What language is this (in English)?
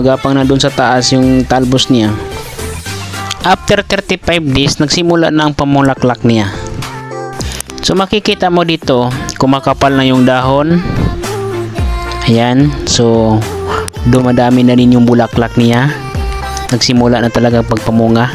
Filipino